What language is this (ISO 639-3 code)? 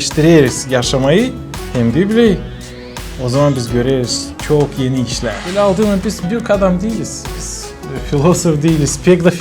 gag